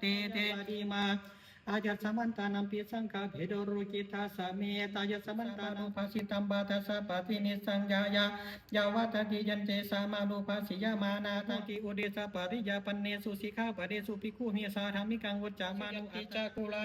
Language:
Pali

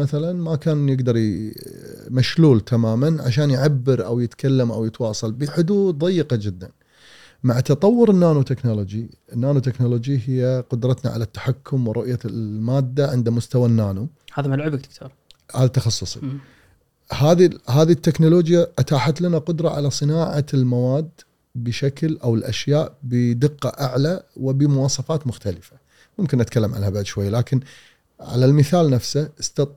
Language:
Gulf Arabic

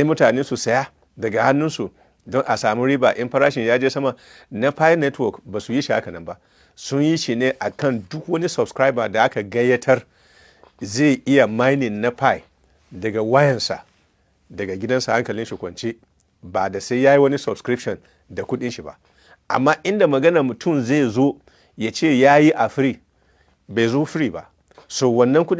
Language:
Hausa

